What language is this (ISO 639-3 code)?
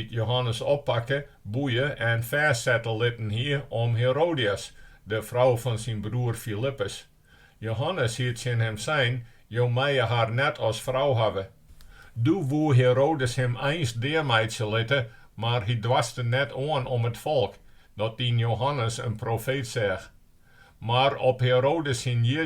fry